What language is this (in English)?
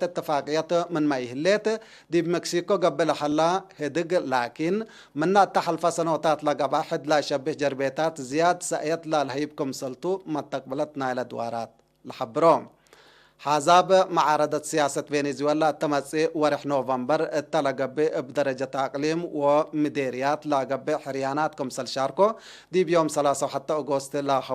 Tigre